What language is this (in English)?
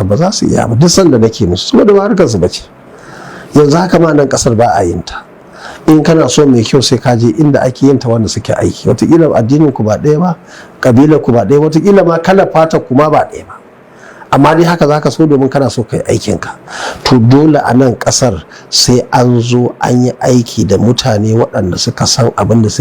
Hausa